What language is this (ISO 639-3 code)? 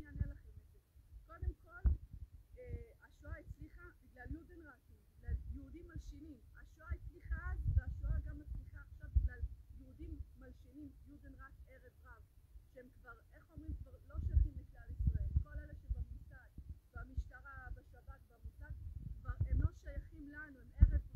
heb